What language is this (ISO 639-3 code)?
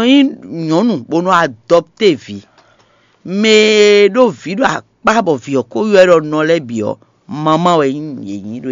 fon